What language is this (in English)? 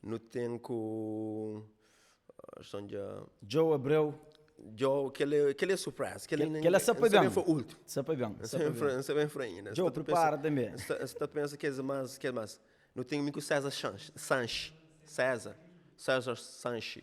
Kabuverdianu